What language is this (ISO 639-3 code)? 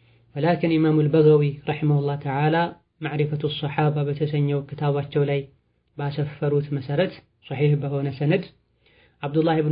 amh